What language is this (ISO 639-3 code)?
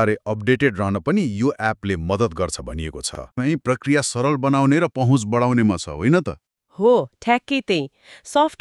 nep